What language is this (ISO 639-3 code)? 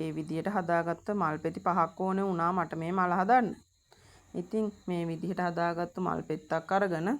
sin